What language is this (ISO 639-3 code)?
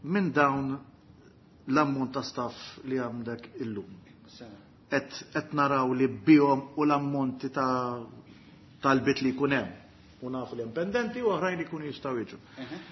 mlt